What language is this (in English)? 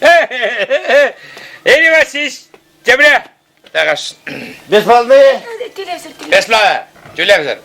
Chuvash